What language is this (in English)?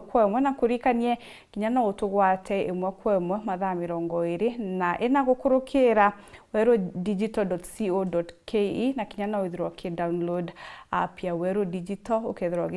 Meru